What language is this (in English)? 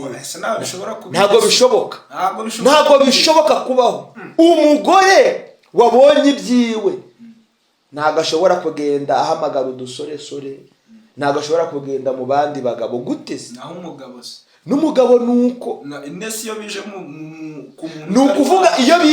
Kinyarwanda